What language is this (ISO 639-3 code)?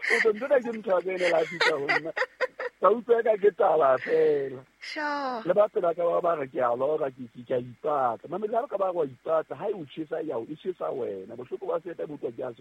sot